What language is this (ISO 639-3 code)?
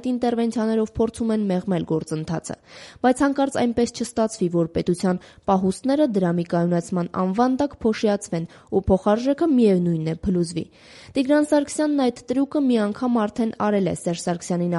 hye